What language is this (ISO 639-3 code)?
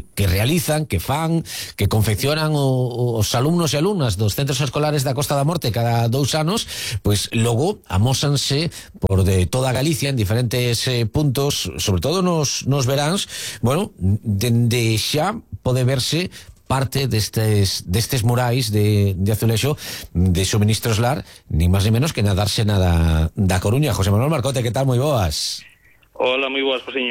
glg